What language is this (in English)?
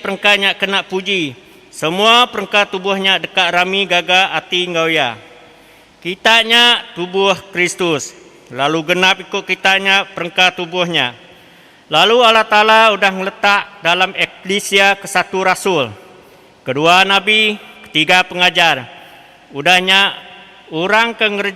Iban